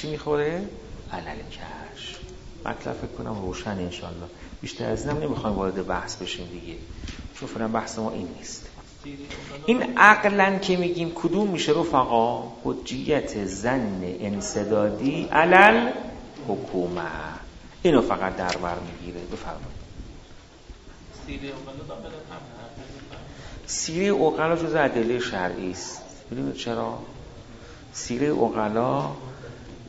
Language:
Persian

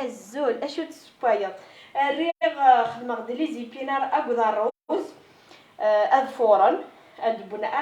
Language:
Kabyle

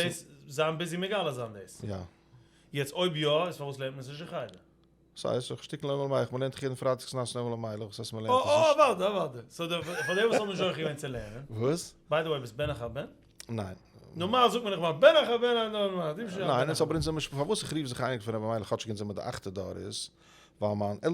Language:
Yiddish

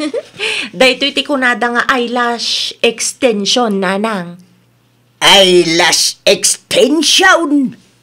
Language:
Iloko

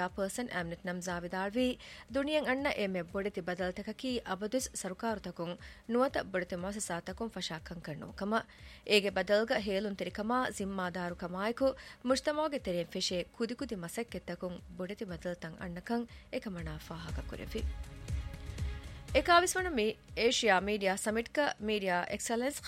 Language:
Divehi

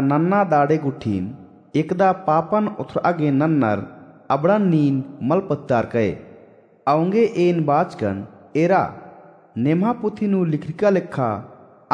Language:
Kurukh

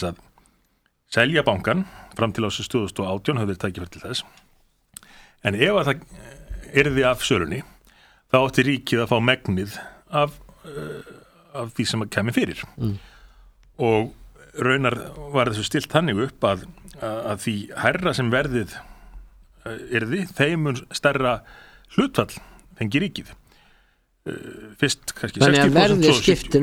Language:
Icelandic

